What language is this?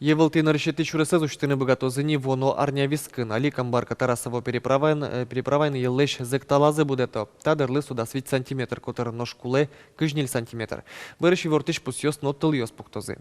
Udmurt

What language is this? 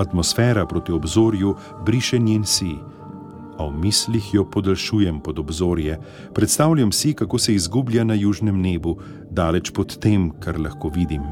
Slovenian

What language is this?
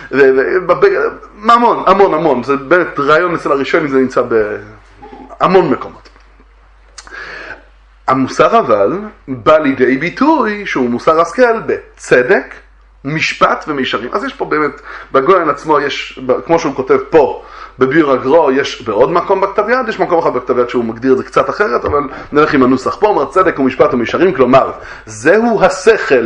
Hebrew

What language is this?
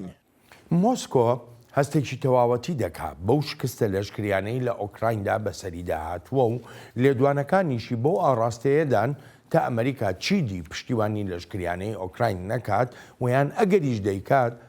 Central Kurdish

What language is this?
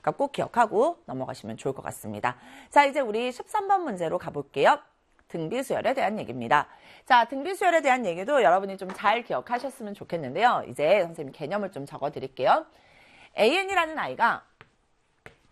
Korean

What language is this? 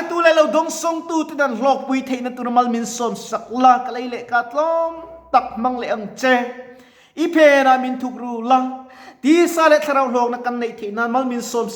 Mizo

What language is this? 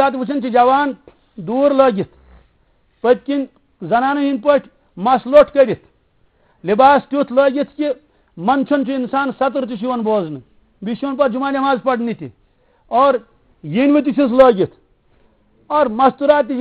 Kashmiri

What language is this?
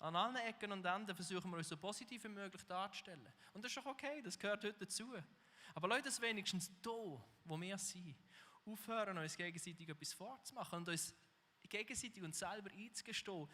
Swiss German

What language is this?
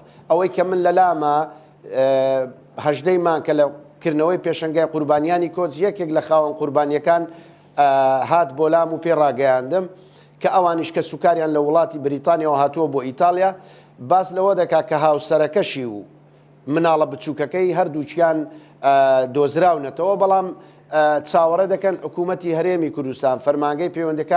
Central Kurdish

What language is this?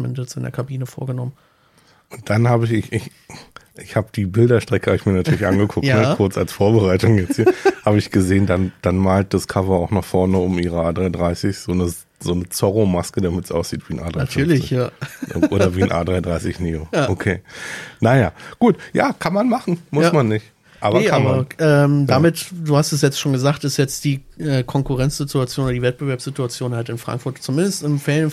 German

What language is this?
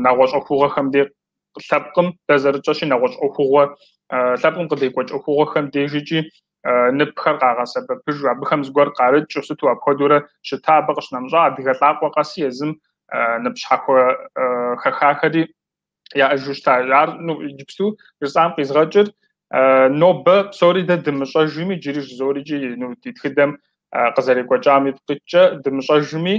Kabardian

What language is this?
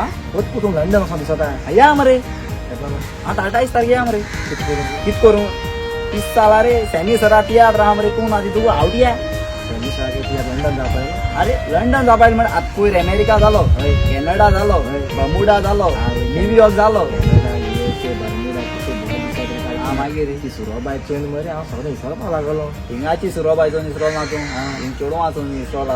Konkani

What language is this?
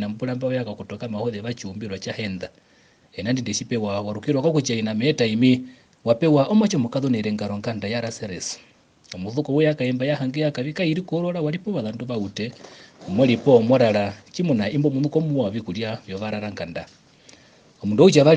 Herero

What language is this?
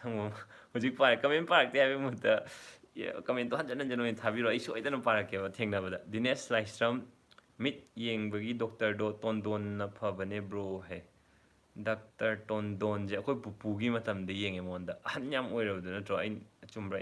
Manipuri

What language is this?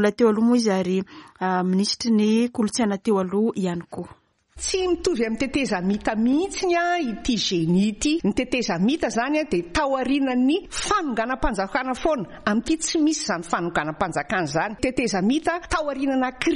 Malagasy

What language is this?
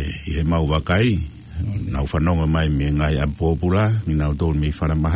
Tongan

